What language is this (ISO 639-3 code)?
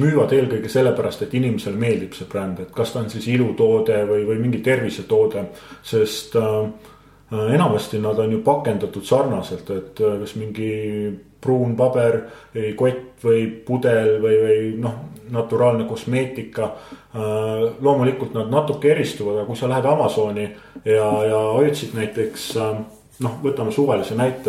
est